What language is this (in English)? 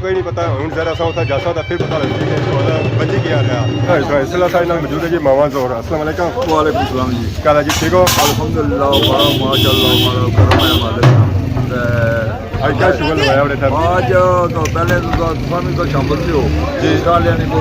Pahari-Potwari